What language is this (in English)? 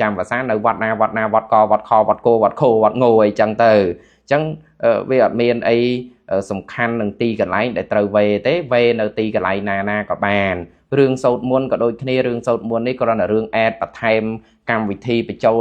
Khmer